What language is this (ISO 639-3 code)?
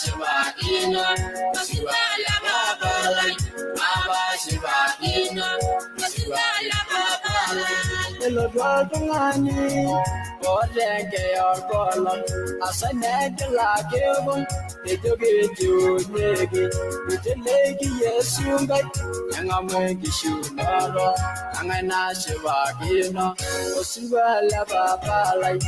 mas